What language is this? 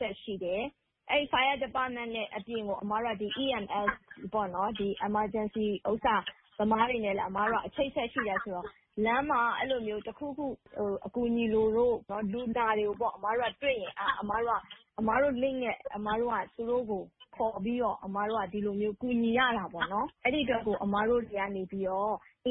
Burmese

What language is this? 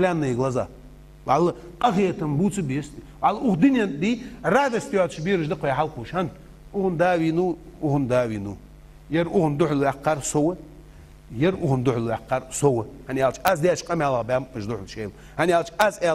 Ingush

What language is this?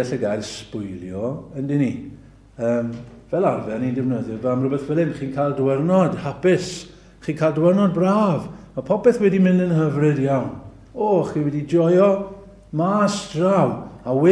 Welsh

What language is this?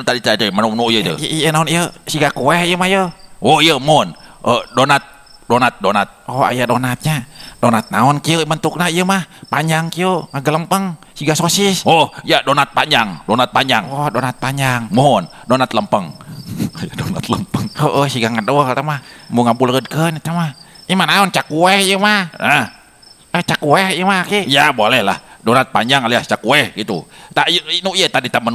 Sundanese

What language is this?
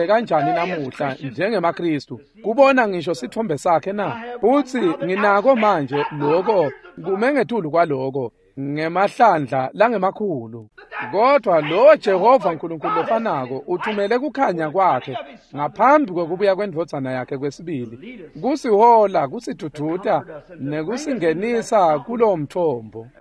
Swati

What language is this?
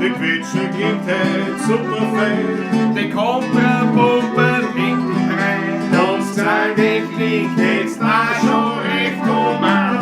Bavarian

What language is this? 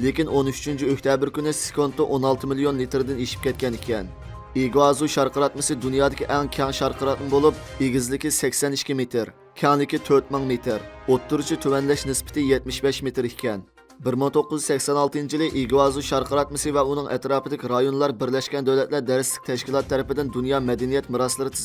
Uyghur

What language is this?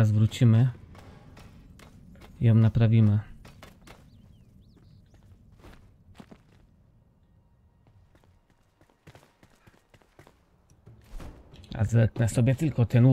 Polish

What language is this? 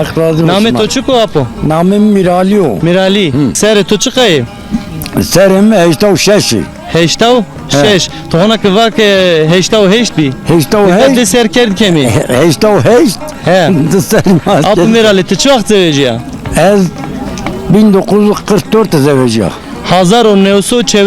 Zaza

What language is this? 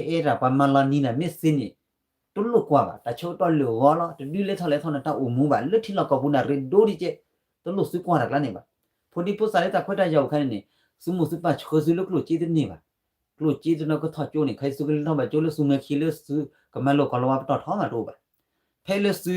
S'gaw Karen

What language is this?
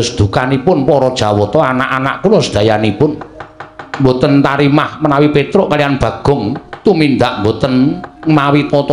Javanese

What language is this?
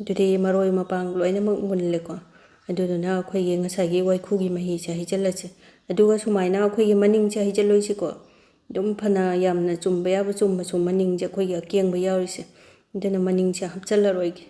Manipuri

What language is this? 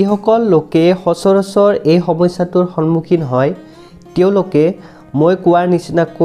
Assamese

